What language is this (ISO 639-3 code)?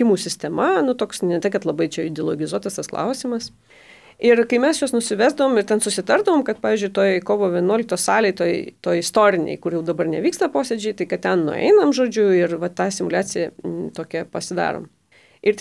lit